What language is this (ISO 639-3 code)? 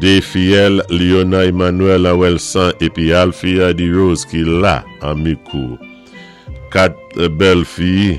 acf